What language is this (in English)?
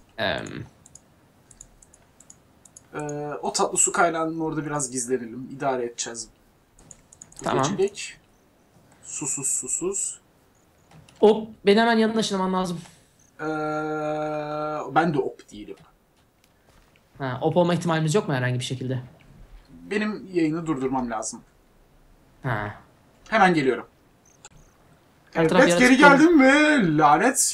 Turkish